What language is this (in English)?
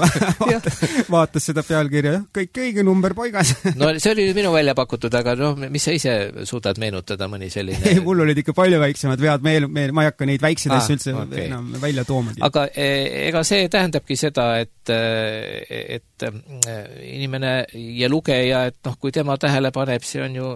Estonian